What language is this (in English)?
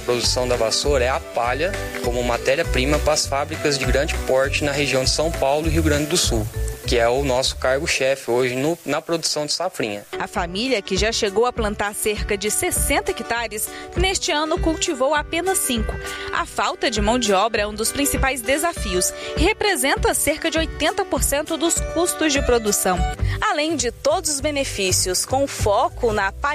Portuguese